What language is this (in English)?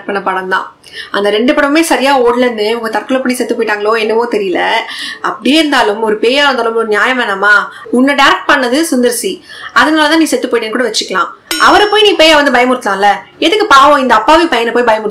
Tamil